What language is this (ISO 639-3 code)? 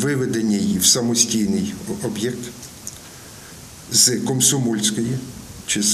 ukr